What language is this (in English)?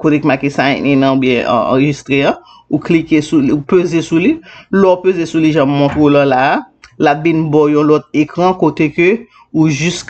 Haitian Creole